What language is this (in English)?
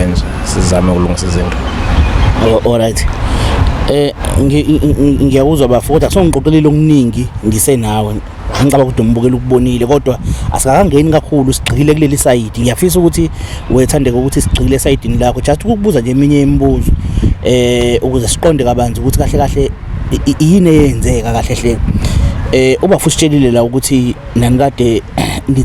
Zulu